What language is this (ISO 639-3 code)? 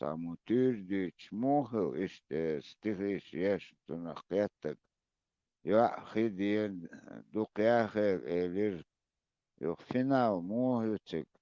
che